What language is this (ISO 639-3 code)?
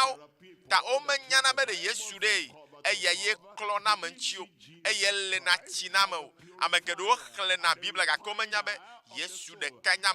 ewe